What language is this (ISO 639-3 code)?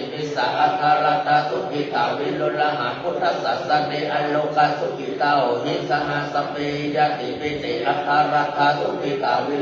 pli